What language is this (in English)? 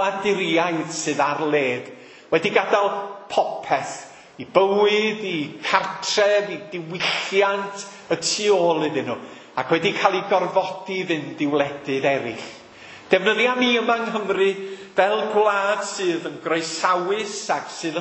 Welsh